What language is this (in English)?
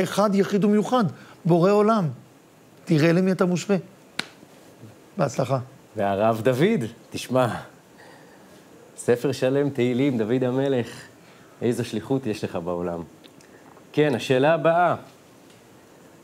Hebrew